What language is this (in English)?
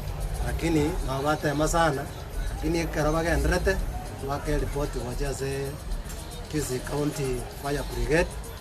Gusii